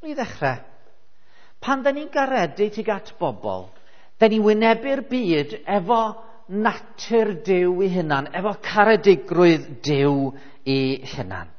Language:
Welsh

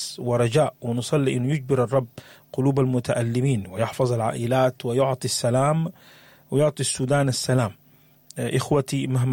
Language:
Sudanese Arabic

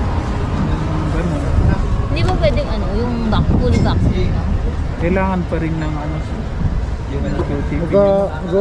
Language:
Filipino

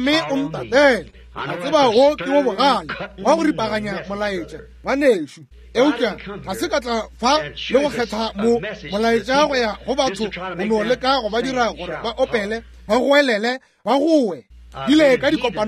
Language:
Northern Sotho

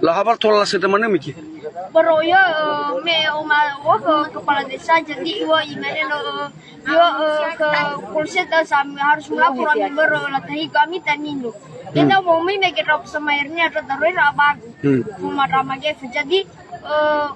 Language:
Nias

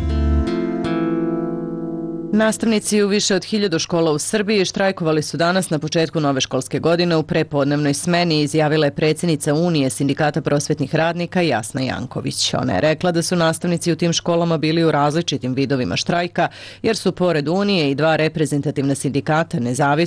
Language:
Serbian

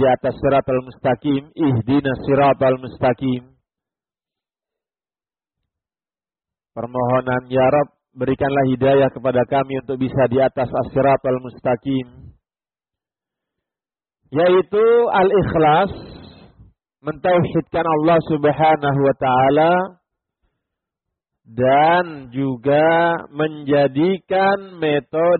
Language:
Indonesian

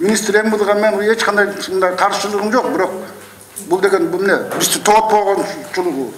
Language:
Kyrgyz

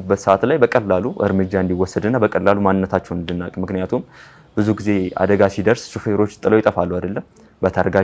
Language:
Amharic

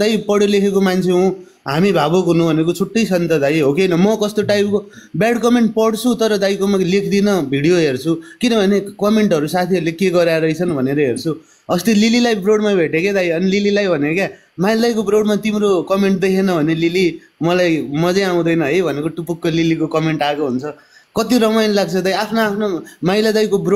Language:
Nepali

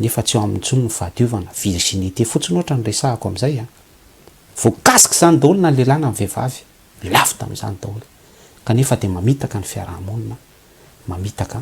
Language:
Malagasy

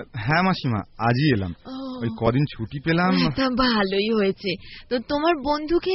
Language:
Bangla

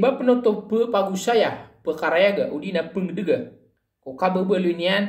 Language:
Maranao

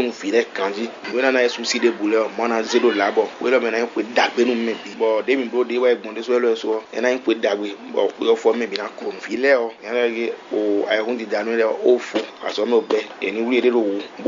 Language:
Fon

